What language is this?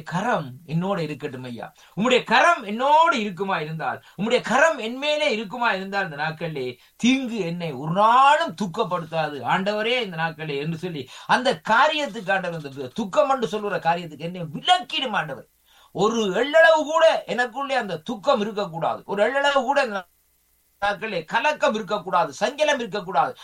Tamil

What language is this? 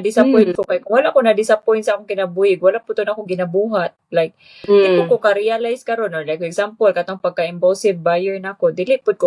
Cebuano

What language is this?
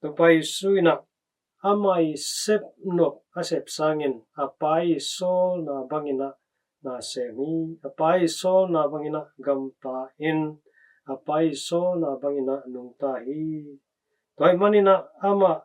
Tedim Chin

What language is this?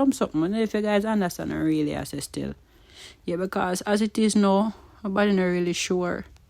Jamaican Creole English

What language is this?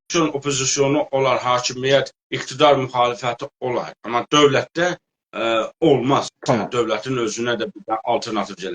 South Azerbaijani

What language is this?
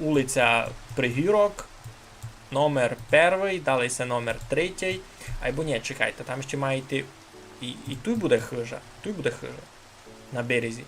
Rusyn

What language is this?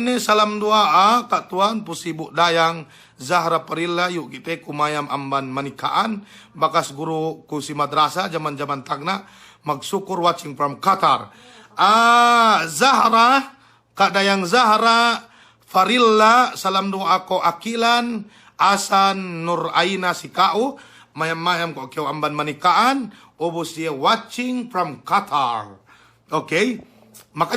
Yakan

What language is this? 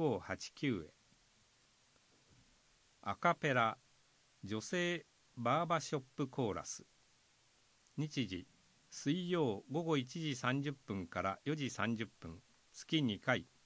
Japanese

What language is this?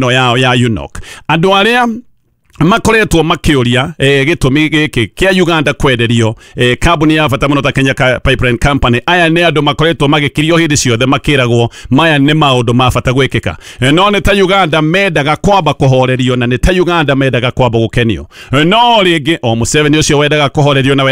Kikuyu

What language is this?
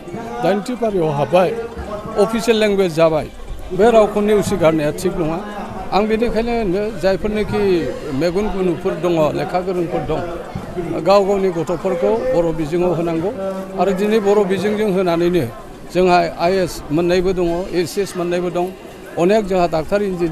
Bodo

